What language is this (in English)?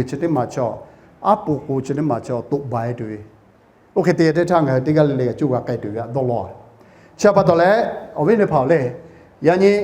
Lahu